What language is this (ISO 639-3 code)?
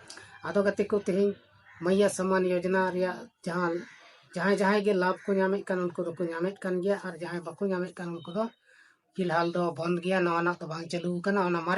sat